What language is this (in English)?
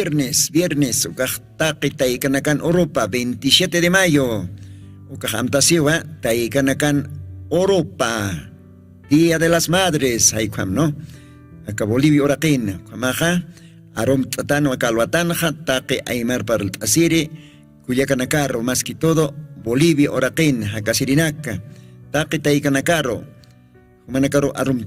Aymara